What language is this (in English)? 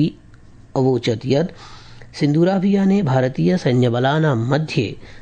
Sanskrit